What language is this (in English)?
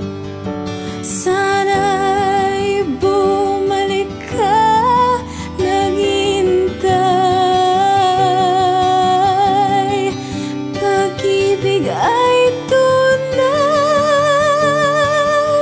Filipino